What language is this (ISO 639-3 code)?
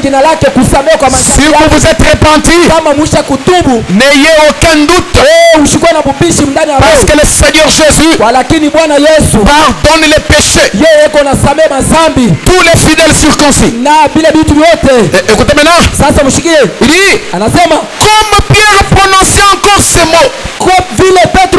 swa